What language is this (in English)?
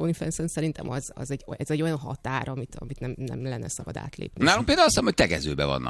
Hungarian